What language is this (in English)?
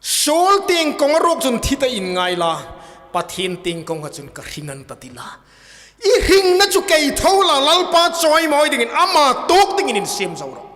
Hmar